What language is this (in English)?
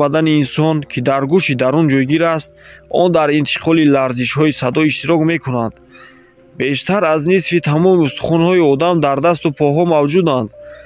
Tajik